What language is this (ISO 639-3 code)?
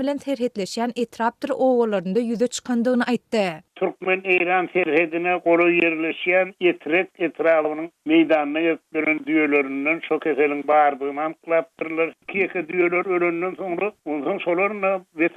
tuk